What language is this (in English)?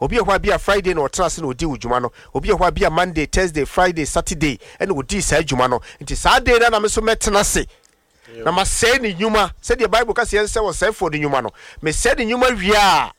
Akan